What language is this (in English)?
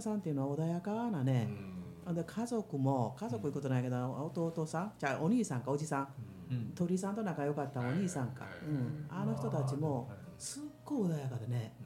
Japanese